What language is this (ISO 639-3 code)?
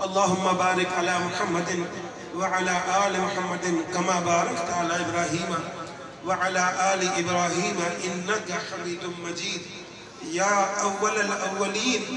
bgp